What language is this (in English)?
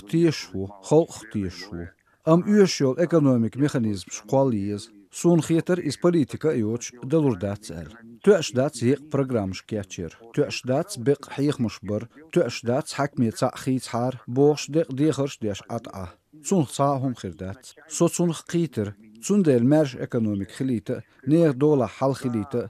Chechen